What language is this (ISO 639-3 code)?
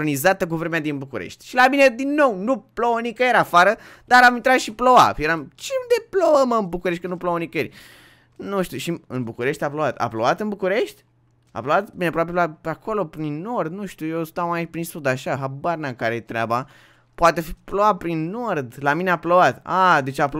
ron